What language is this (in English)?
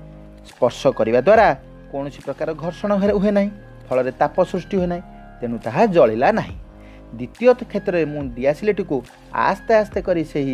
Odia